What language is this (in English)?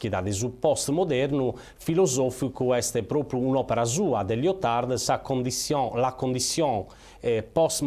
Sardinian